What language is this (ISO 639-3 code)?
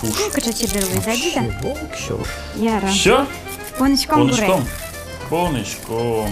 udm